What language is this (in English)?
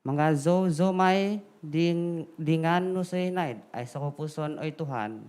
Central Dusun